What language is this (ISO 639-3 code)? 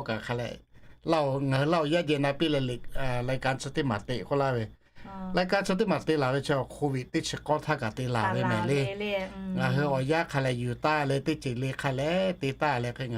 lhu